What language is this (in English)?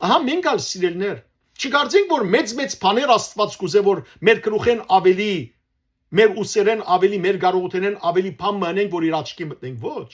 Western Armenian